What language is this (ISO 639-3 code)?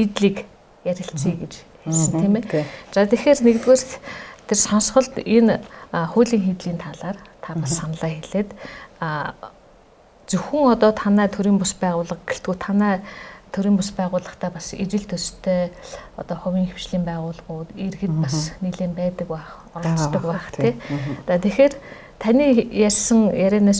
mon